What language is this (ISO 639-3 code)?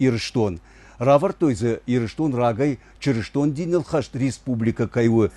oss